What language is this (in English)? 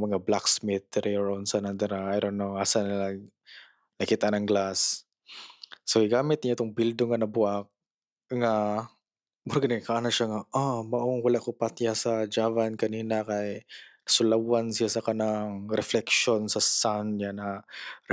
Cebuano